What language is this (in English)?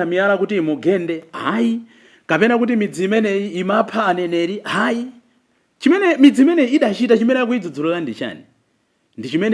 Nyanja